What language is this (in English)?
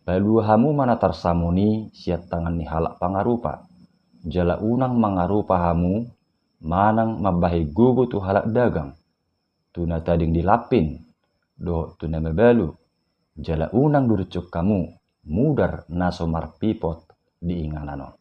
Batak Toba